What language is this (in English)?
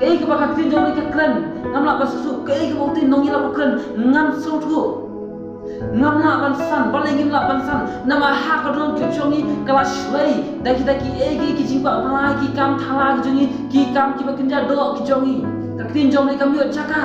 Khasi